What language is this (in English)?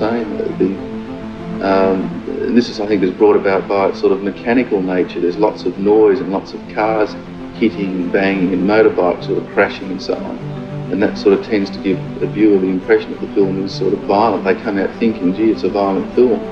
English